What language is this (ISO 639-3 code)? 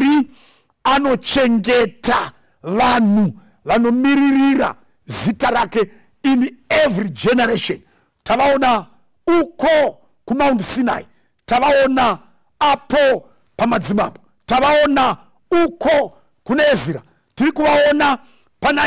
sna